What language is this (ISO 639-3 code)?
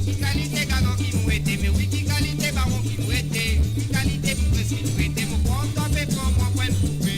mfe